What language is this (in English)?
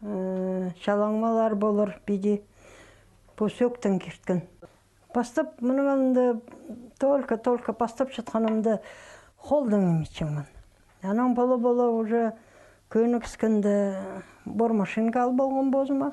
Khakas